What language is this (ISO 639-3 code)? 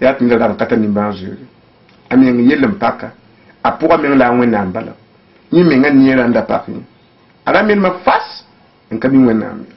mos